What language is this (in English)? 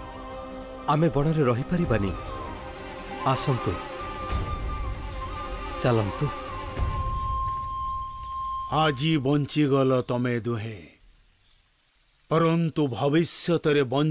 Odia